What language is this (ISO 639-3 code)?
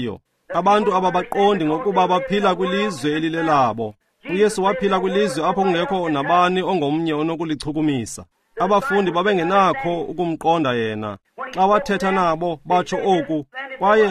xho